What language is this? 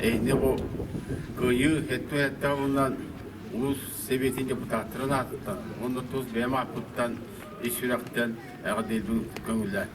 Yakut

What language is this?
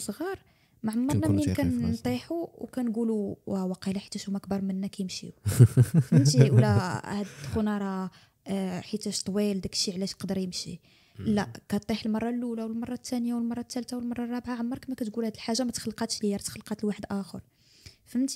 Moroccan Arabic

